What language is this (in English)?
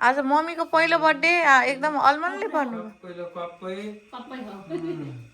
Nepali